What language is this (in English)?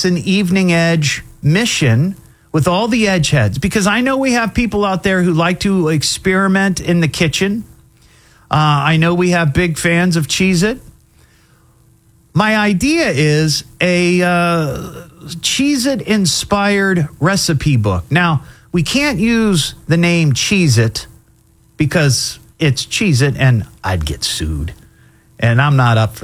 English